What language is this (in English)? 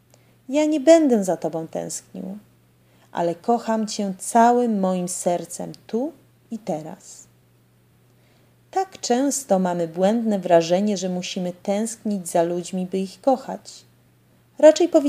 Polish